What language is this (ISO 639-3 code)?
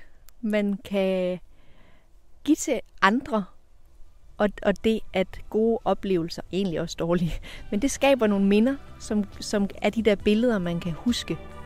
dan